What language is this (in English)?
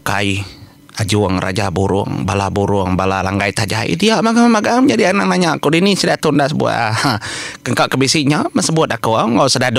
Iban